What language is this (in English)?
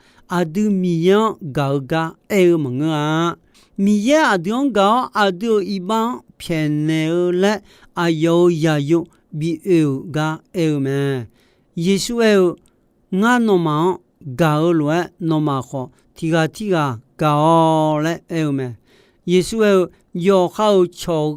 Akha